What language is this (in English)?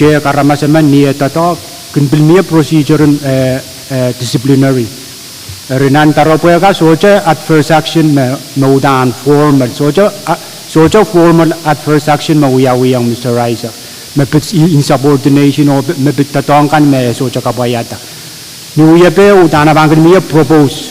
Pohnpeian